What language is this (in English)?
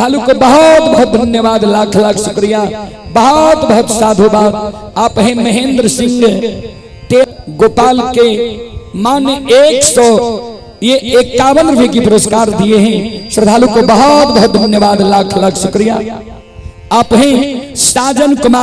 Maithili